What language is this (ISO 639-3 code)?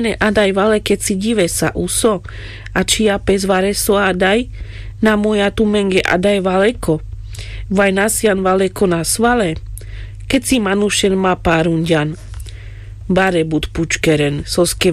rmc